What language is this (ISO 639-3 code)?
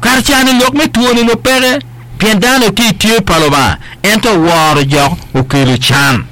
ach